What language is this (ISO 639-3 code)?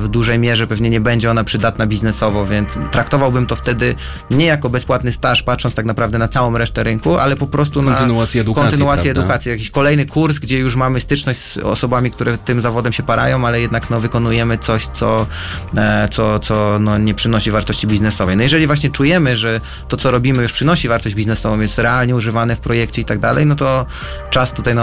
pol